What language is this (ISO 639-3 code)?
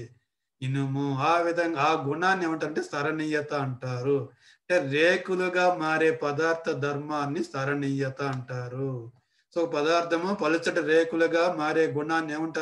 tel